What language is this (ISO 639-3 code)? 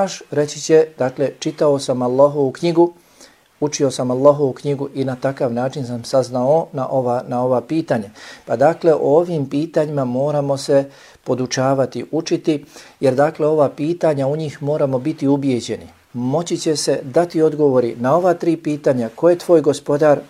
bos